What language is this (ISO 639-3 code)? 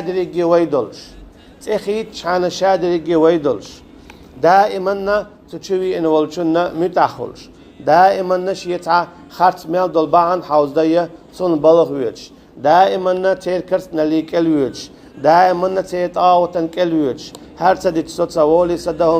che